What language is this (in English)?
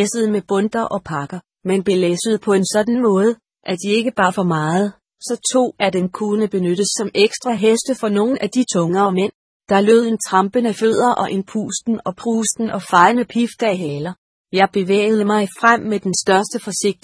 Danish